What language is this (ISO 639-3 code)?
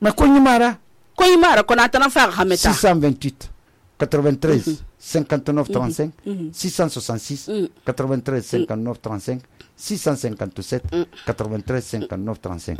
sus